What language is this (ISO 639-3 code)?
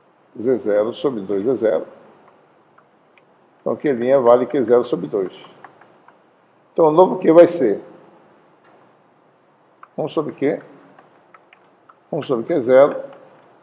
por